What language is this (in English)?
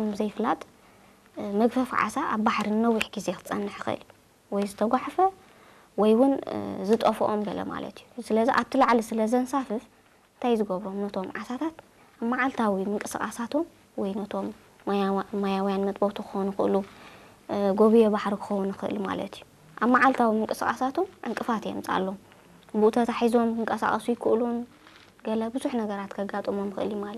Tigrinya